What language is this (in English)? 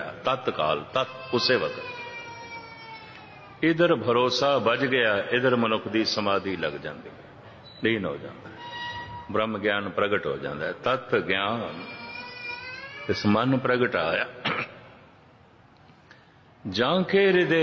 Punjabi